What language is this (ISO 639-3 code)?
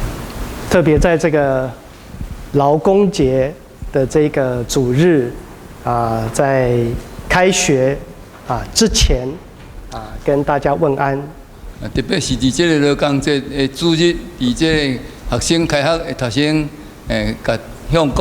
nan